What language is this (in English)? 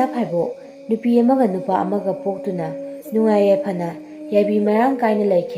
Manipuri